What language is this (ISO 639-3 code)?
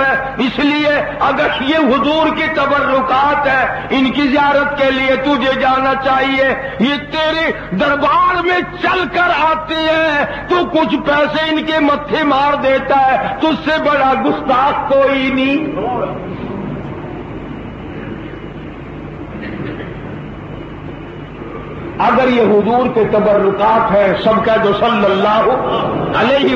urd